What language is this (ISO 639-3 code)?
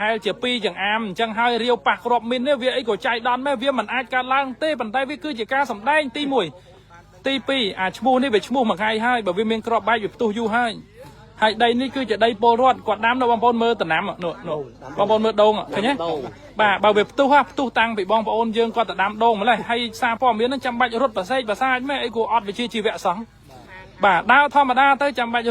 khm